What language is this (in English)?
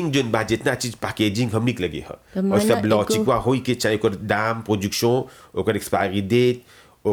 Bhojpuri